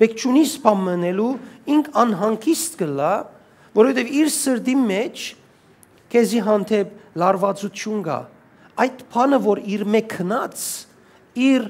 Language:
Western Armenian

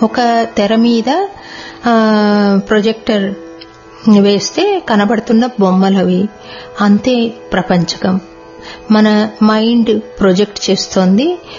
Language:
Telugu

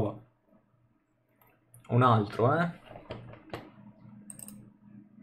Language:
Italian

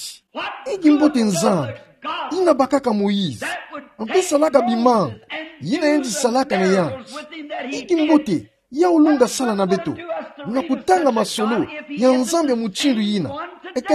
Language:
Kituba (Democratic Republic of Congo)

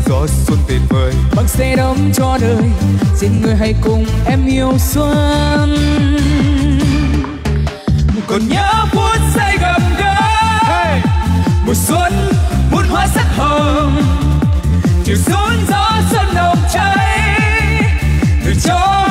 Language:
Vietnamese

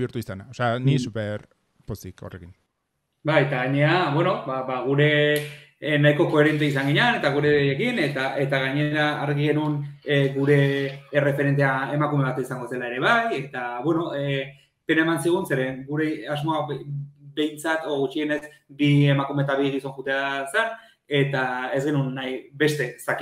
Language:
Basque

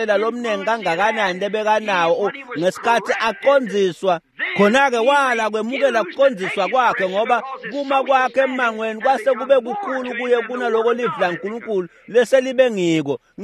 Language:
Swati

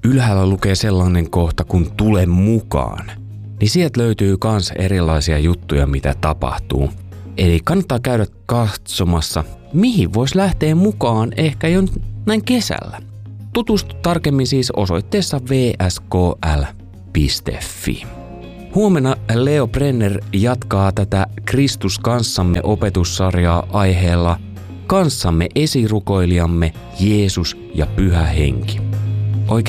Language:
Finnish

